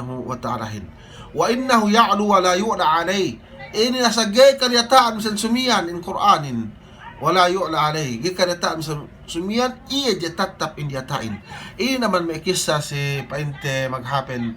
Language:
Yakan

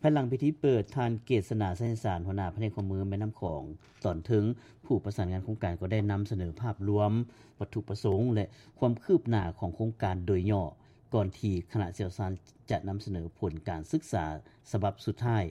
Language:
Lao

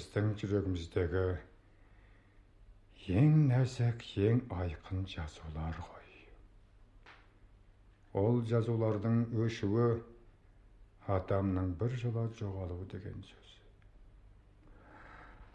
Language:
Kazakh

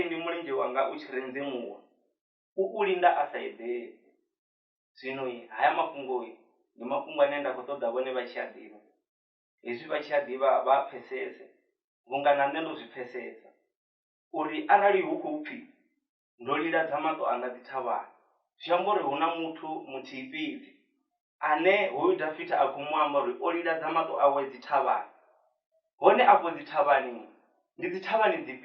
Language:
Venda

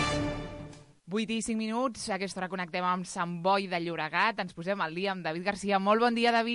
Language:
Catalan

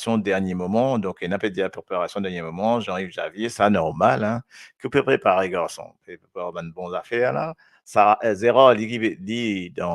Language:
Morisyen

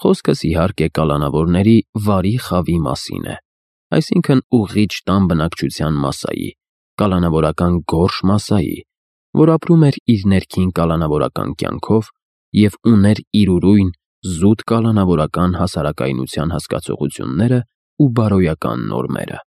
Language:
Armenian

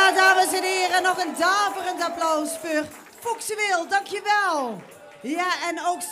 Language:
Limburgish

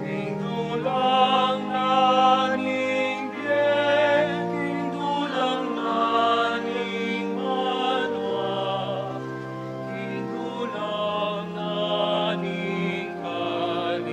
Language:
Pampanga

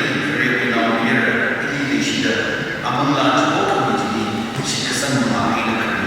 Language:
Tangkhul Naga (India)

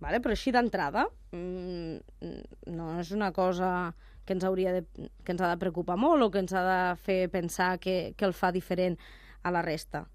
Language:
Catalan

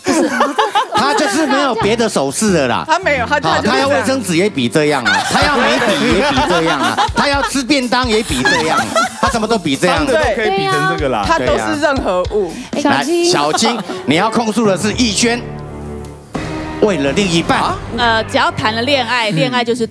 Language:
Chinese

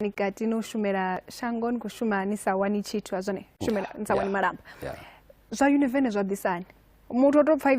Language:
Venda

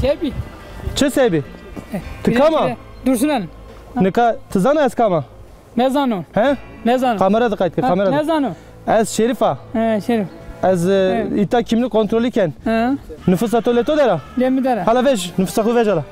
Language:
Zaza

